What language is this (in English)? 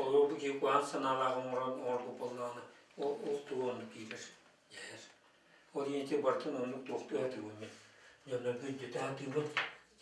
Yakut